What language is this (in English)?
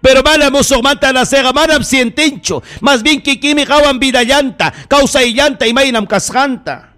Ayacucho Quechua